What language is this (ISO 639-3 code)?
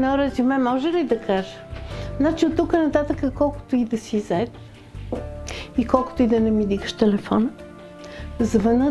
bul